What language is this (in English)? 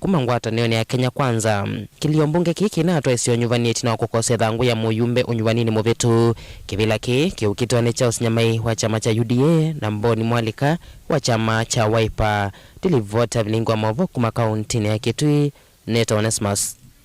Kamba